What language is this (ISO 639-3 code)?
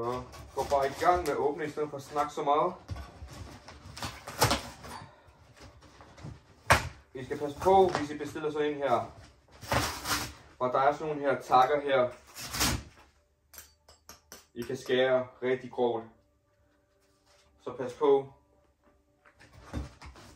dan